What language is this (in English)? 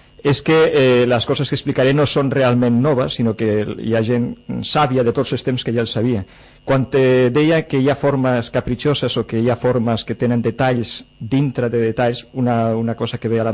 Catalan